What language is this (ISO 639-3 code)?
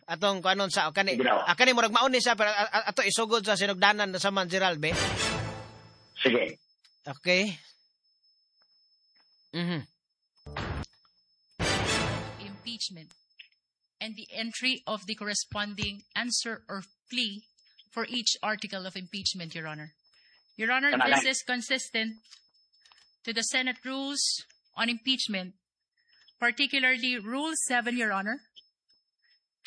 ceb